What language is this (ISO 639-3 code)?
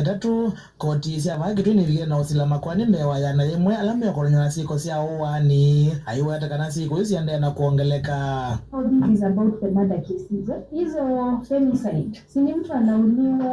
kam